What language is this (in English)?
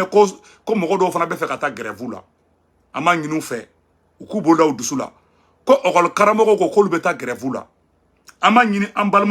Bambara